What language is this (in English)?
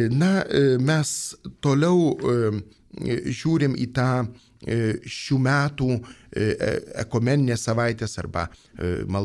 Lithuanian